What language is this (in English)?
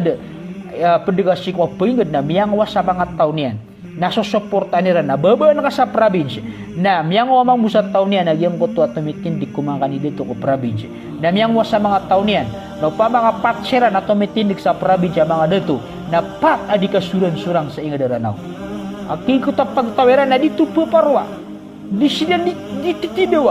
Maranao